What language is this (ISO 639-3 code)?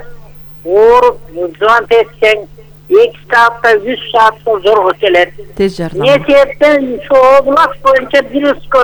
kir